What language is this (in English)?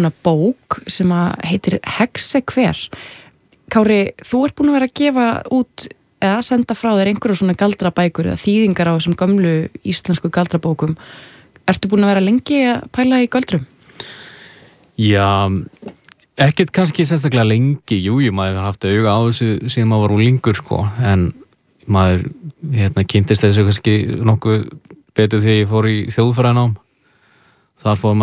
Icelandic